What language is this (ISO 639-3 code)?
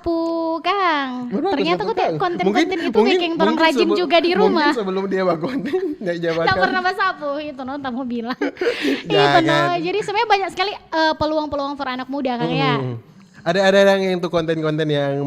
xmm